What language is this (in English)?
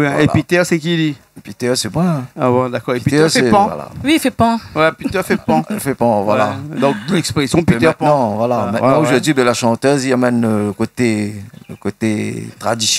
Réunion Creole French